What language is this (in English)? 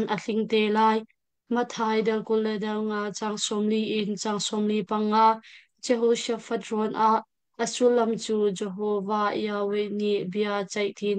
Hakha Chin